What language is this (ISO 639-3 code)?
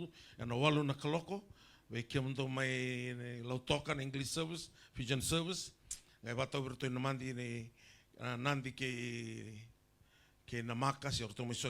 fij